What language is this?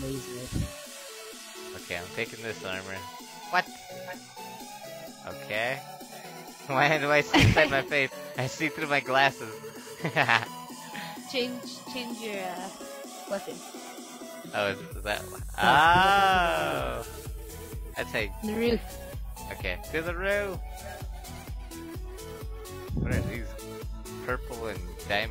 English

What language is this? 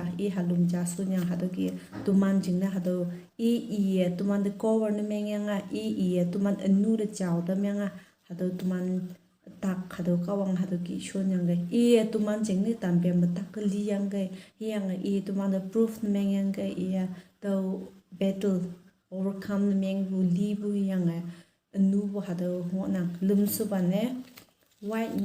Konyak Naga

